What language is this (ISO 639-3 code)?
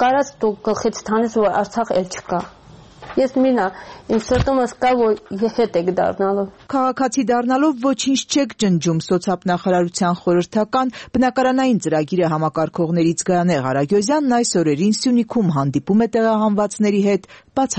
hye